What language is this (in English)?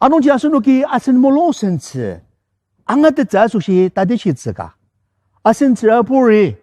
Ao Naga